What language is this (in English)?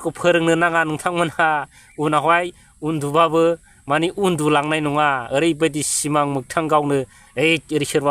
Bodo